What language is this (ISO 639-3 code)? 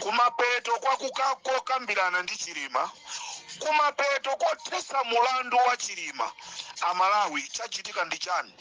nya